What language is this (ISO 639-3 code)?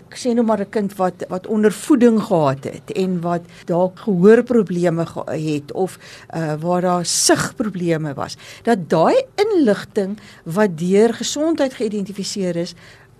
afr